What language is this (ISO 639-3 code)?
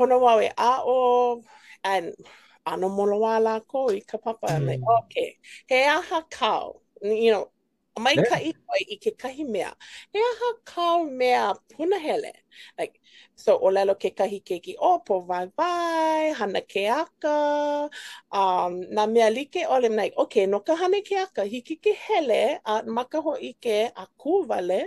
haw